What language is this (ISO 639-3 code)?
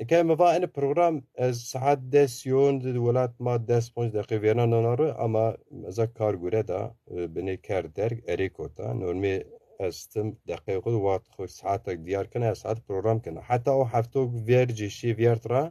zza